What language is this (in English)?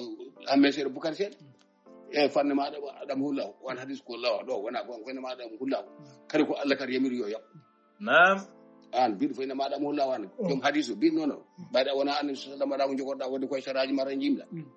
Fula